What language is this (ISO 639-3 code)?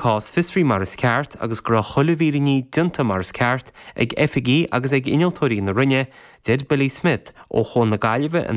gle